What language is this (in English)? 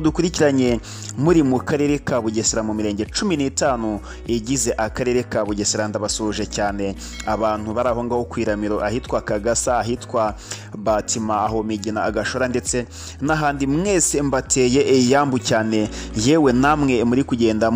Kinyarwanda